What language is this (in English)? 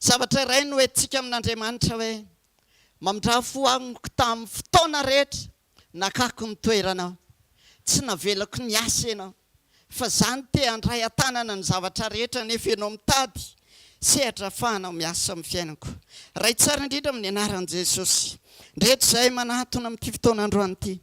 Malagasy